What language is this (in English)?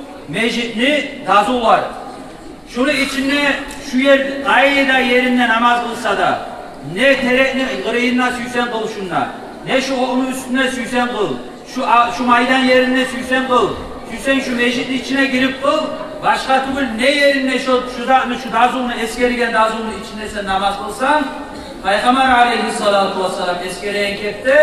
Kumyk